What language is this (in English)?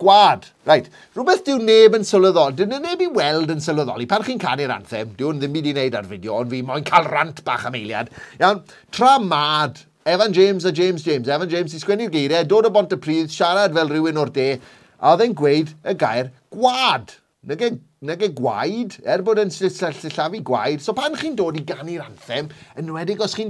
Welsh